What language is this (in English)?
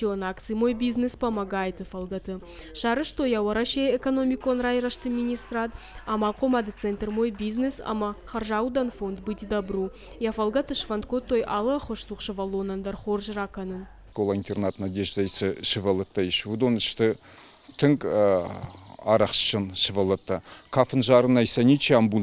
Ossetic